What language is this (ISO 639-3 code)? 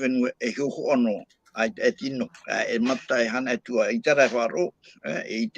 tah